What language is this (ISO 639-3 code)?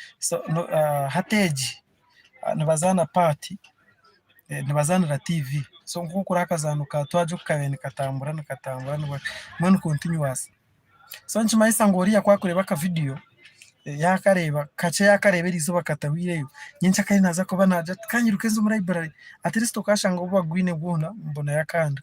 nyn